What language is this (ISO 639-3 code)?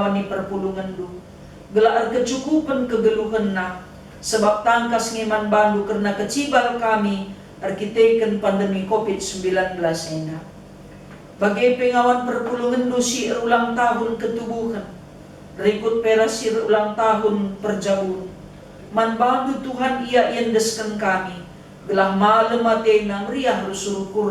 btx